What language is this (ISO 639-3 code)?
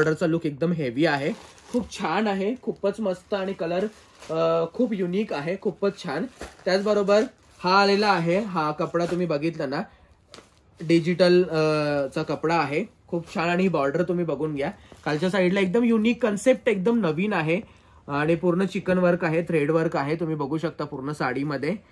mar